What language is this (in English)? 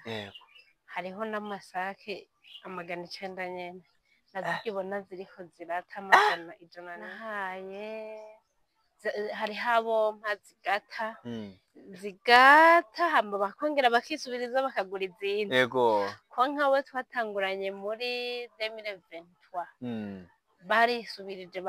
Rundi